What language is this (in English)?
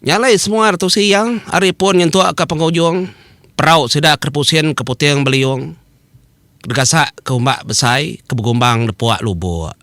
Iban